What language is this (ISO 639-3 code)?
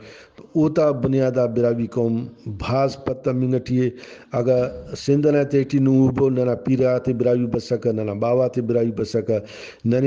brh